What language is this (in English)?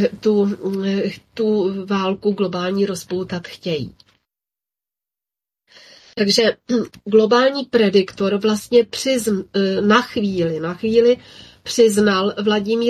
Czech